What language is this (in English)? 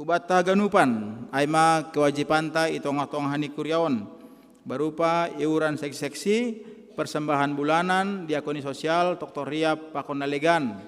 Batak Simalungun